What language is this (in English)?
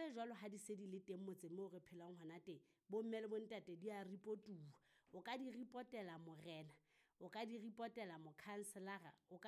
Southern Sotho